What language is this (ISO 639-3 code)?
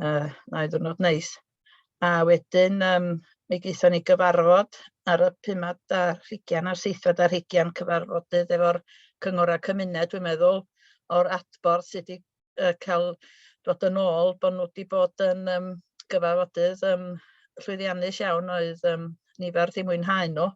cym